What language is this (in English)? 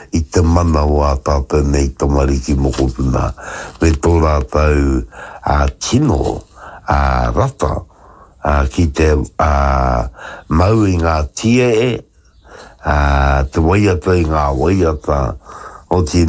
Māori